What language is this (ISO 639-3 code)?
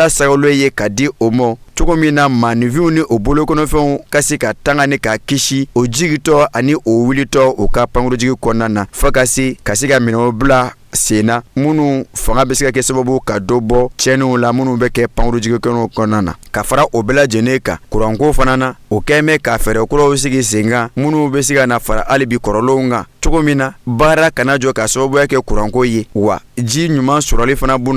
bam